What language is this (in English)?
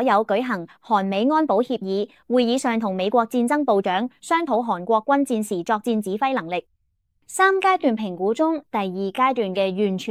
Cantonese